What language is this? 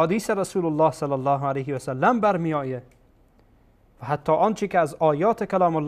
Persian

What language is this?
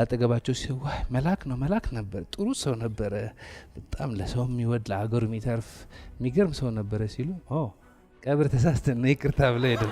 Amharic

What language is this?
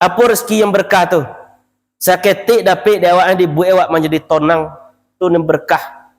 Minangkabau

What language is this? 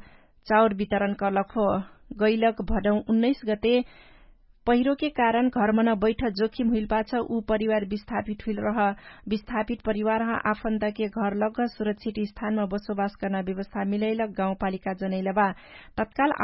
Dangaura Tharu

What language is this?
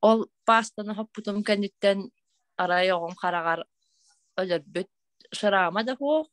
Yakut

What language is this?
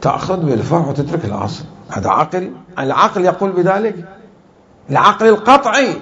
Mesopotamian Arabic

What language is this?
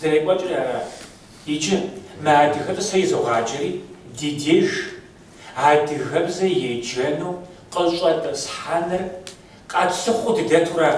Kabardian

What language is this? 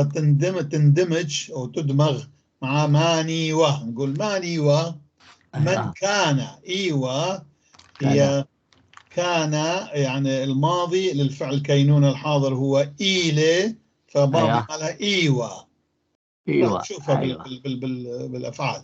North Levantine Arabic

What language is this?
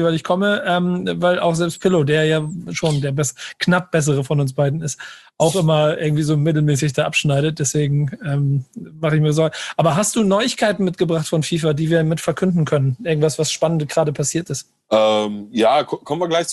German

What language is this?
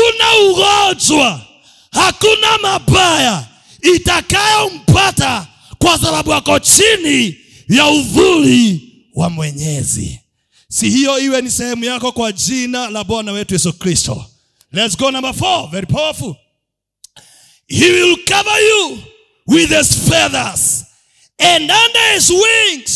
Swahili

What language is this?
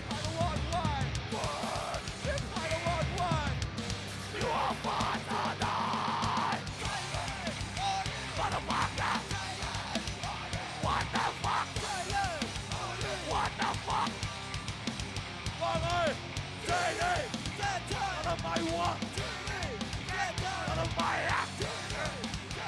Thai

